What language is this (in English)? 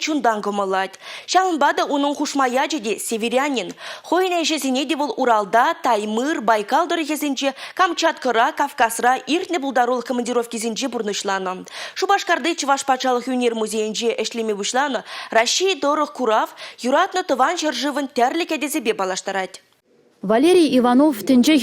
Chuvash